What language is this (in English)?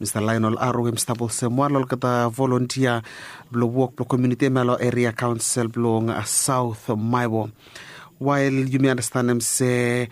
Bislama